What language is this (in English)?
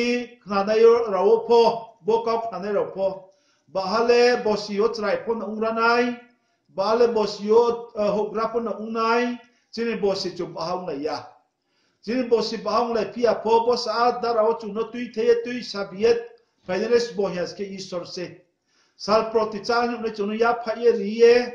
Riang (India)